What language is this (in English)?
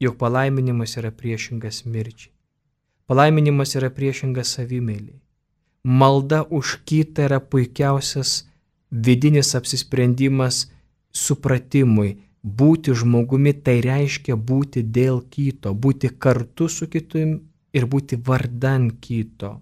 Lithuanian